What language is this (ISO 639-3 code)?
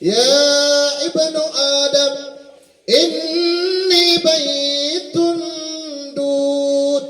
mrw